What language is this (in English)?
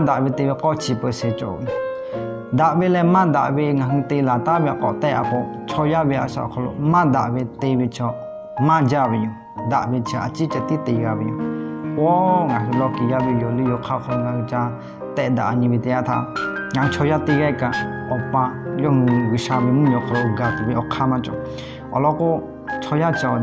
Lahu